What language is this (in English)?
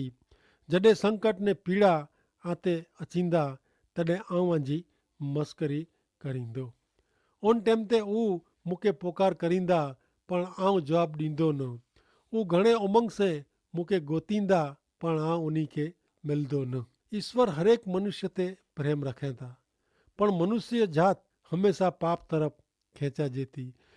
Kachhi